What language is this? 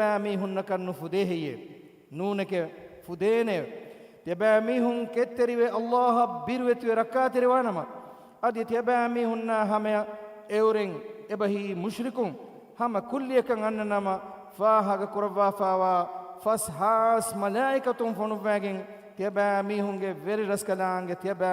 Divehi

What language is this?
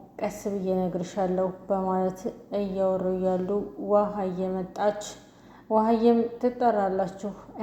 Amharic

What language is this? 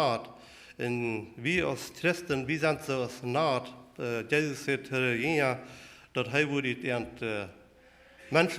Plautdietsch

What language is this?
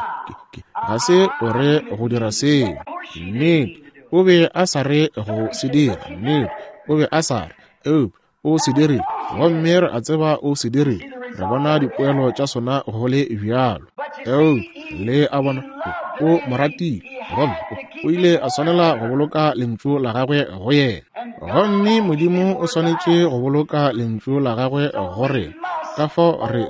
Northern Sotho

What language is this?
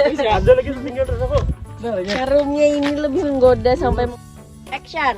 Banjar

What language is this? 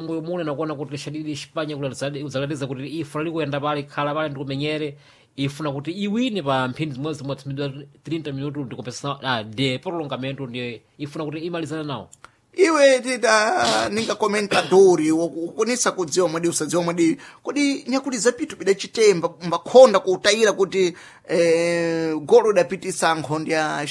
Sena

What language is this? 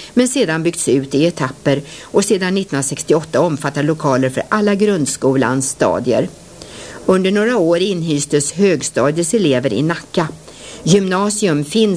Swedish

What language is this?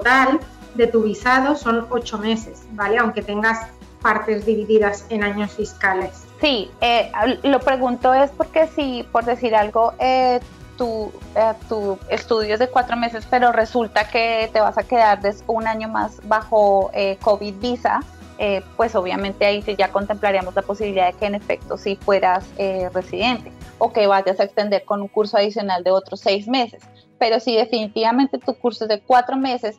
Spanish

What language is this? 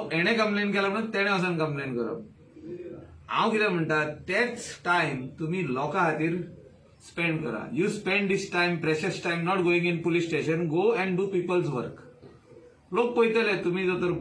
Konkani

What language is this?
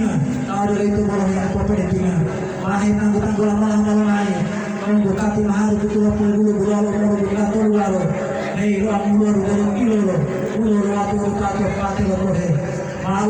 Gorontalo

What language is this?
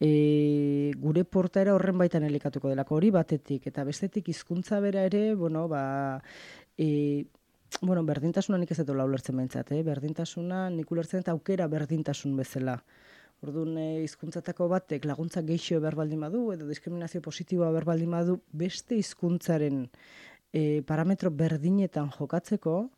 Basque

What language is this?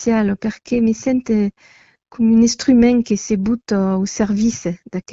Occitan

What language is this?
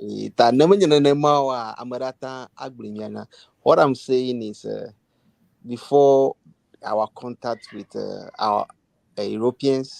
Ewe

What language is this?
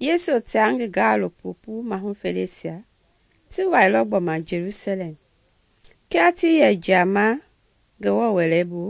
Mende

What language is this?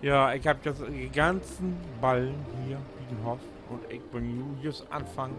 Low German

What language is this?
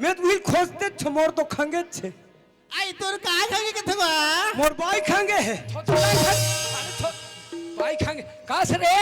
Chhattisgarhi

